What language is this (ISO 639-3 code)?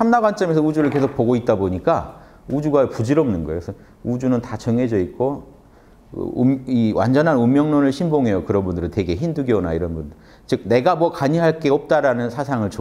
kor